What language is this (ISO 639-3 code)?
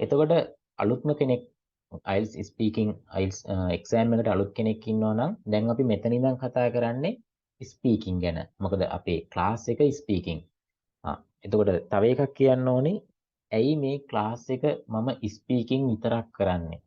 sin